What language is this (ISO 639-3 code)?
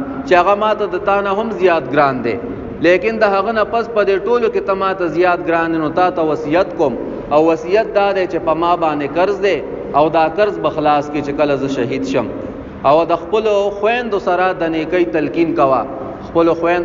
pus